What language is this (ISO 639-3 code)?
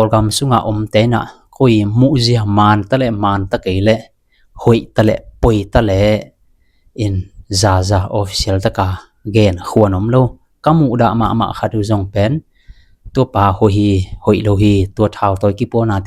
ctd